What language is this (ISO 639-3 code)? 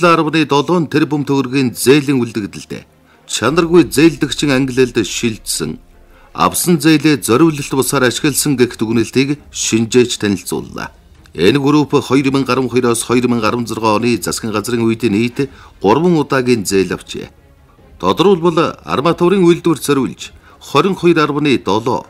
mon